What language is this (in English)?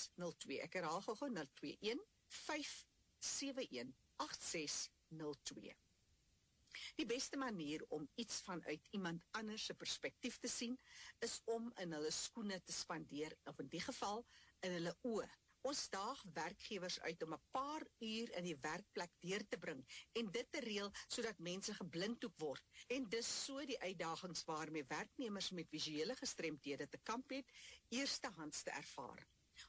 Afrikaans